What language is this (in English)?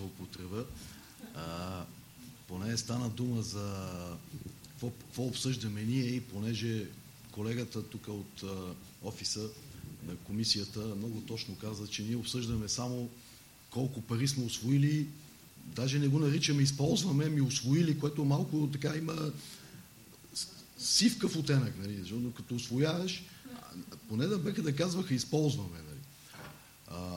Bulgarian